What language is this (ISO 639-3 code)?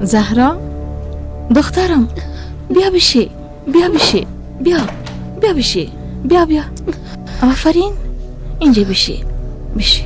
fas